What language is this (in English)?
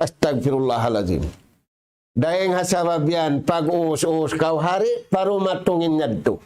Tausug